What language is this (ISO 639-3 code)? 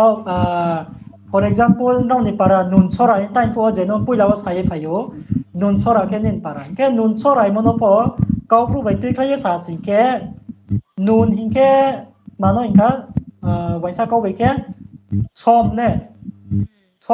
ria